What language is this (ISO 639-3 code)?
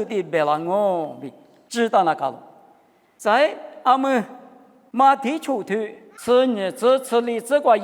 lis